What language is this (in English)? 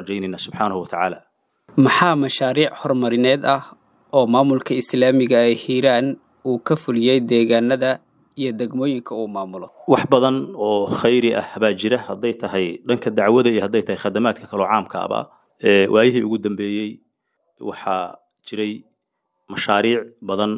Somali